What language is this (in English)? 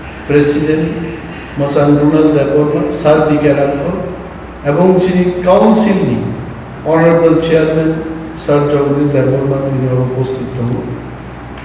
Kok Borok